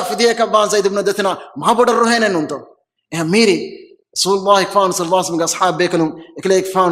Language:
Divehi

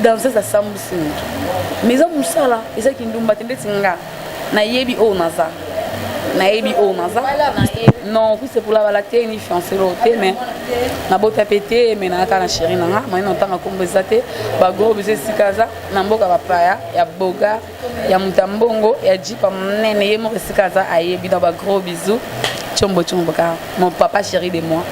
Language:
Lingala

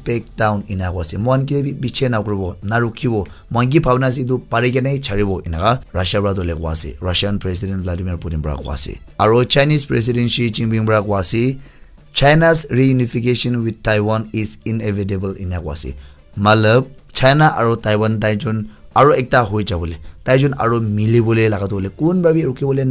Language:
Naga Pidgin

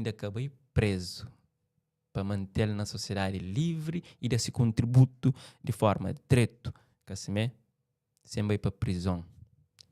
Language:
Kabuverdianu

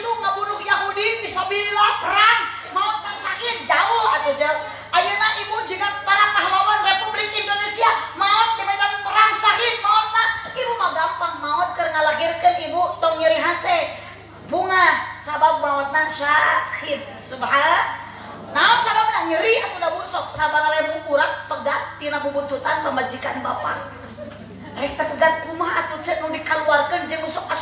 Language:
Sundanese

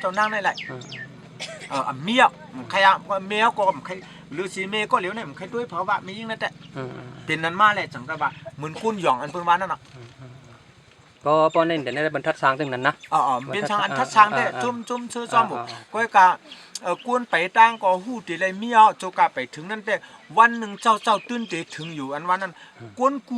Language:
Shan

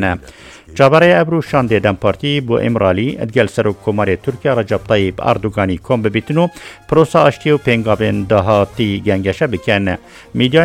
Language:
Kurdish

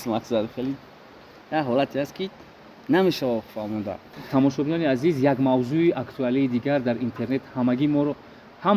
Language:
Tajik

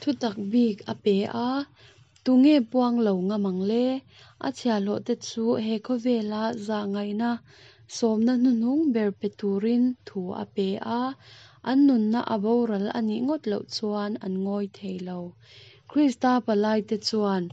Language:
Mizo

